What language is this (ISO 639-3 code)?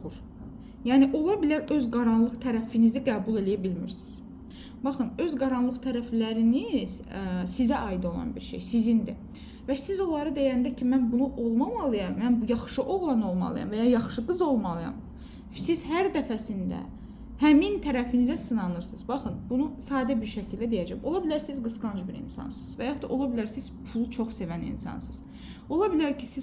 aze